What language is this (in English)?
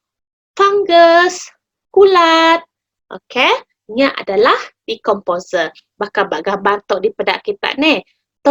Iban